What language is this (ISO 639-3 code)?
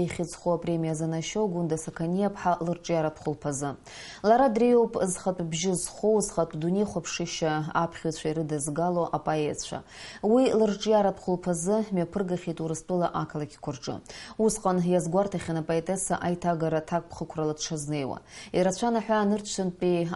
abk